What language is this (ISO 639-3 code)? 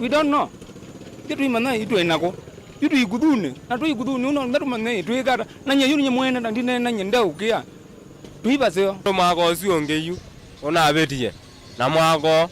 kam